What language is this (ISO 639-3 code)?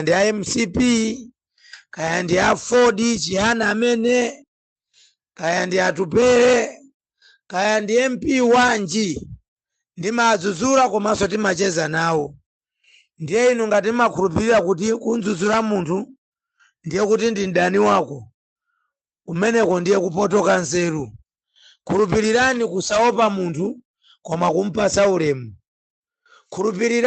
nya